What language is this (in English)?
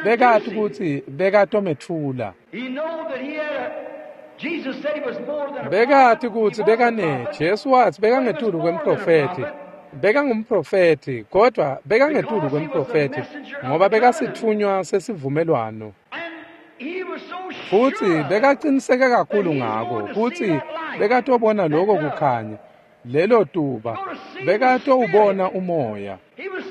Swati